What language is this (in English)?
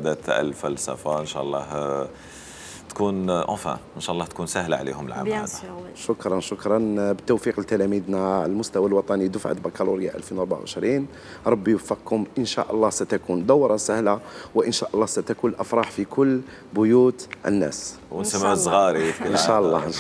Algerian Arabic